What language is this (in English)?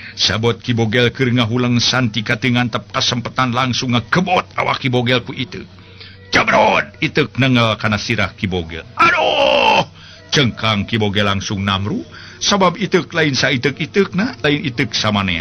Sundanese